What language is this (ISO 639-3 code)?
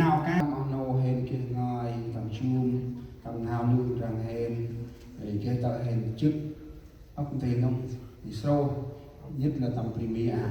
cmo